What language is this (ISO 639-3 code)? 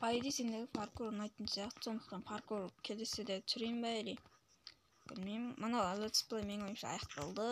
kaz